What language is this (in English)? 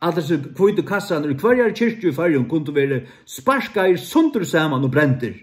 Faroese